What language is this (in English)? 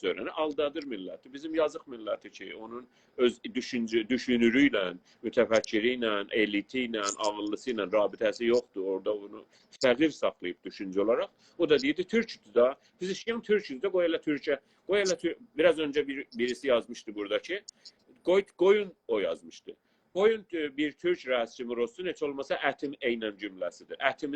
South Azerbaijani